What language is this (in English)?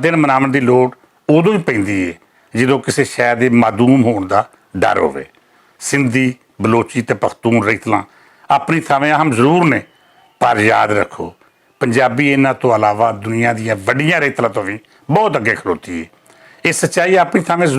Western Panjabi